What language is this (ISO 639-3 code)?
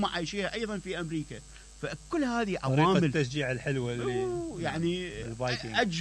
acm